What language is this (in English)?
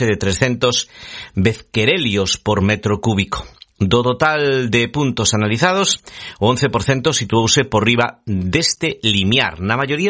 Galician